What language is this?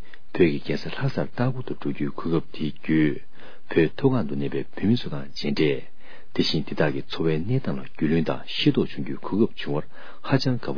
Tibetan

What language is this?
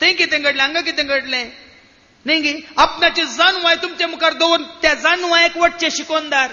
Konkani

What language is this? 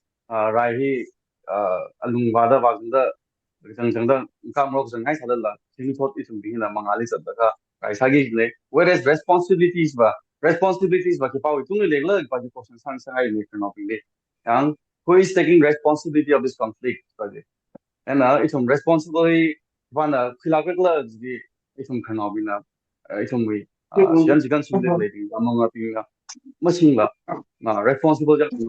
Tangkhul Naga (India)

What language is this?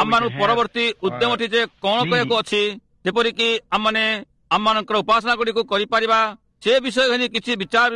Odia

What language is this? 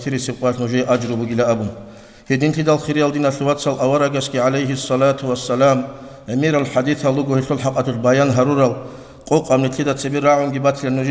Avaric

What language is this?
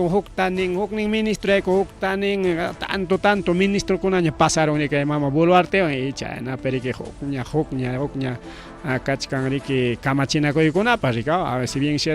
Ayacucho Quechua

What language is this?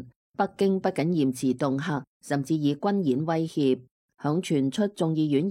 Cantonese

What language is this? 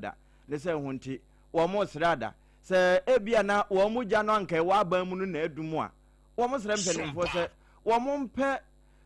Akan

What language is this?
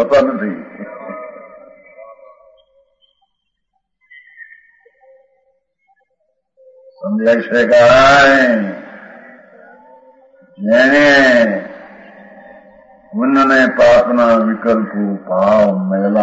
Gujarati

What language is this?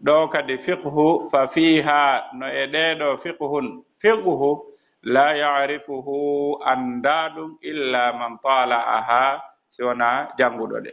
Fula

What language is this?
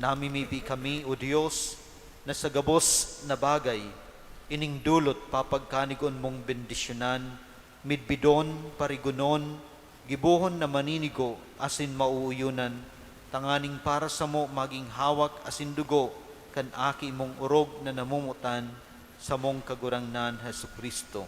Bikol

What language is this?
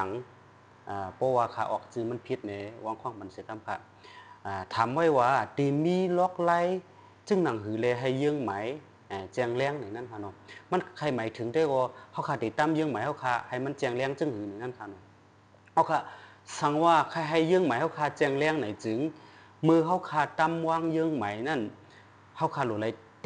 Shan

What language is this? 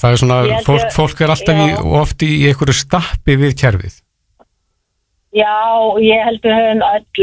Icelandic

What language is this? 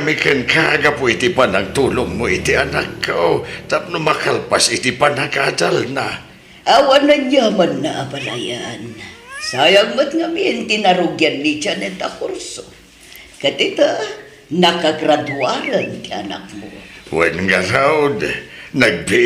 Iloko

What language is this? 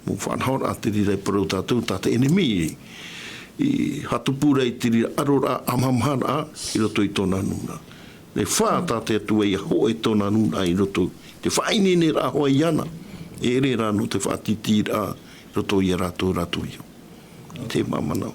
Tahitian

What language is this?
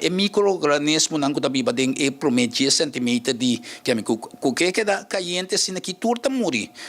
Papiamento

